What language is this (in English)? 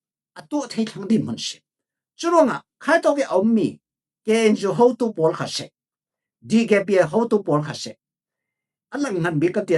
Falam Chin